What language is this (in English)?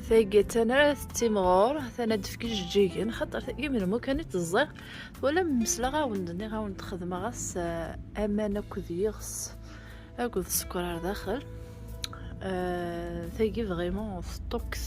Kabyle